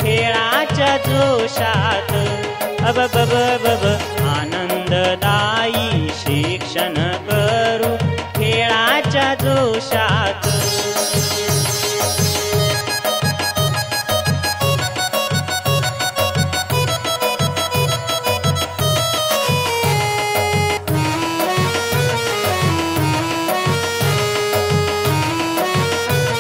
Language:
Marathi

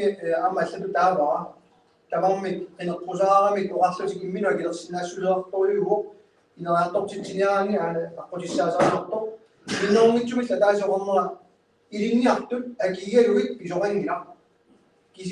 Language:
Kalaallisut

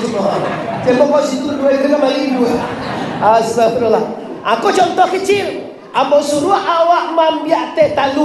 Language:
Minangkabau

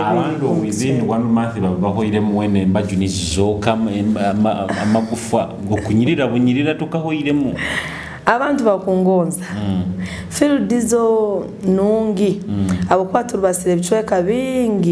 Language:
Nyoro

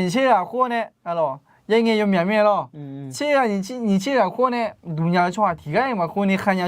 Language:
Akha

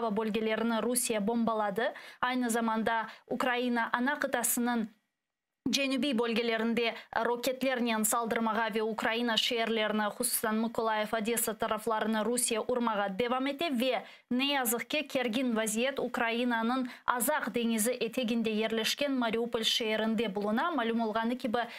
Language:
Crimean Tatar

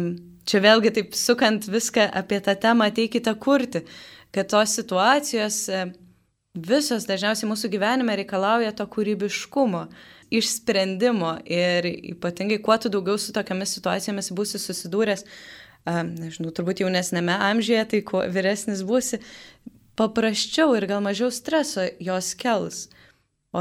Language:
Lithuanian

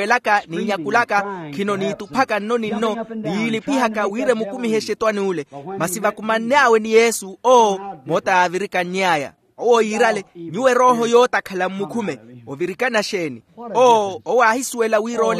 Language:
Makhuwa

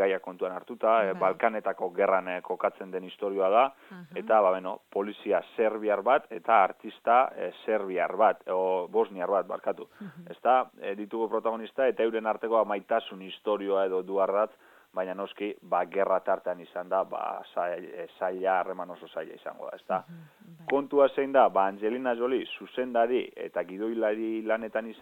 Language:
Basque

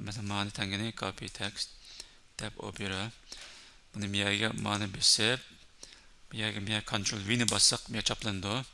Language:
Uyghur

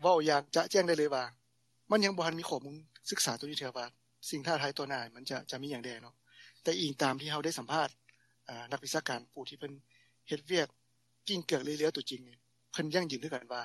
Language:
Lao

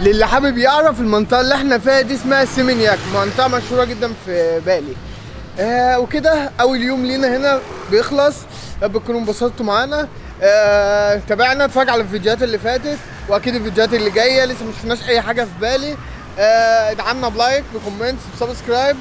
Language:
Egyptian Arabic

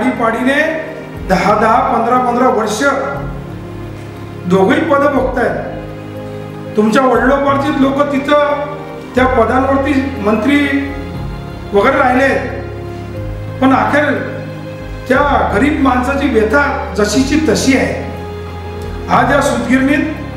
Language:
Marathi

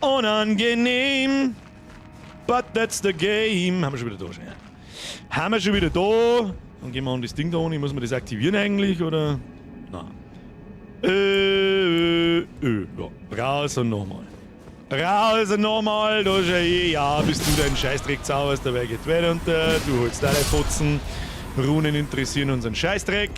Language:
Bavarian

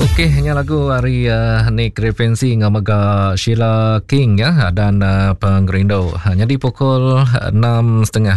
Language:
Iban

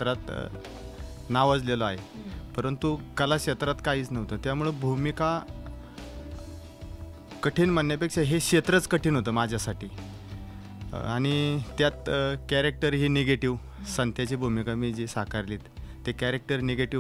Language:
Marathi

